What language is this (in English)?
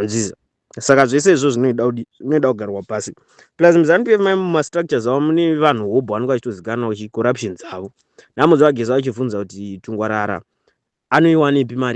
Shona